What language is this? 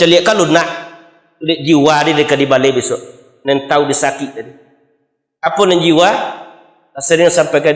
Minangkabau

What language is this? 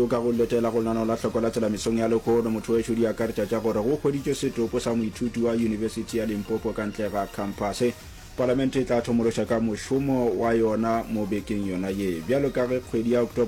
Northern Sotho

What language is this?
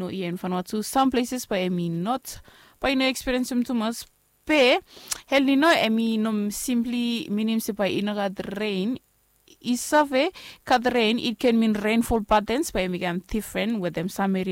Bislama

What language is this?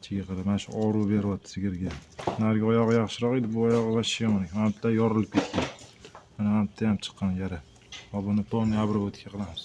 Uzbek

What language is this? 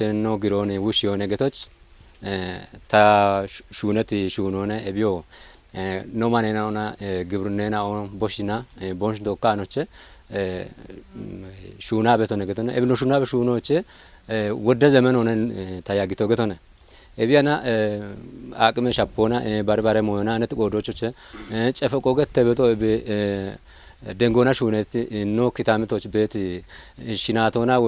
Kafa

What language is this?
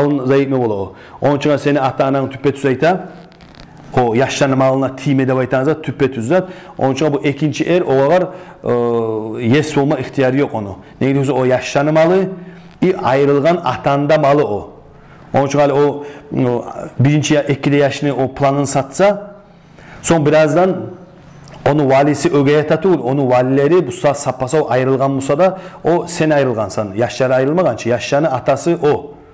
Kumyk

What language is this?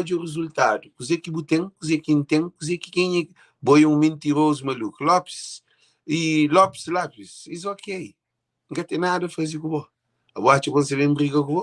Kabuverdianu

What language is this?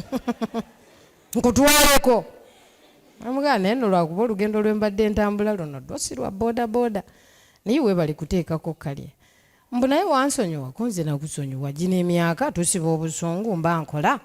Ganda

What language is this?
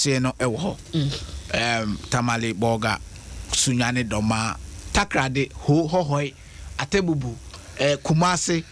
Akan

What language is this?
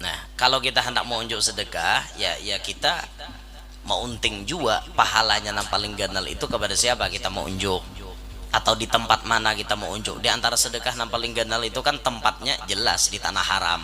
Banjar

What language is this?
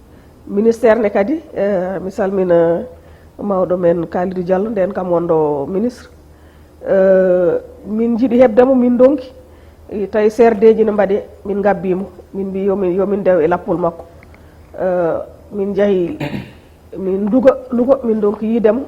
Fula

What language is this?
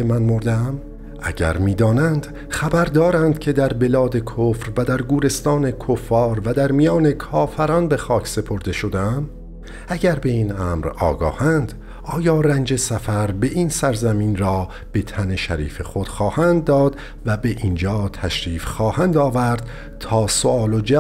Persian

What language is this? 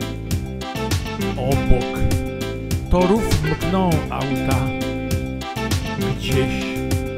Polish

